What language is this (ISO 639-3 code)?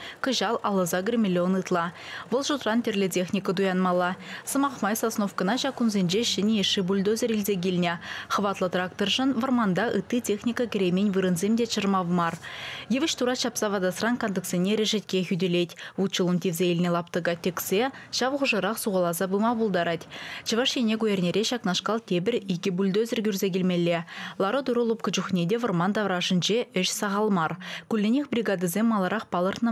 chv